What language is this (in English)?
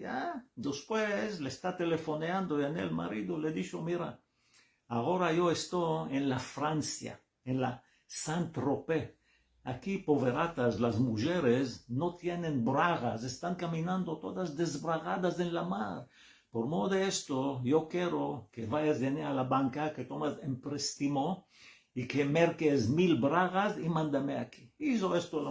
Ladino